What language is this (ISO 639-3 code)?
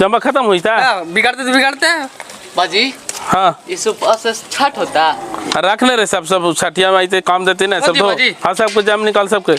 mag